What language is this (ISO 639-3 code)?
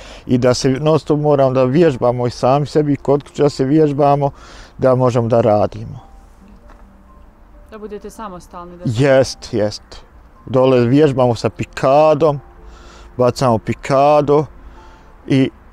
bos